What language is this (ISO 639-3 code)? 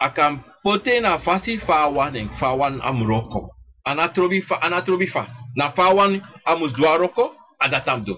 srn